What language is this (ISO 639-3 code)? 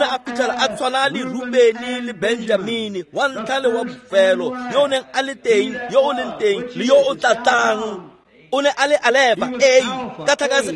tsn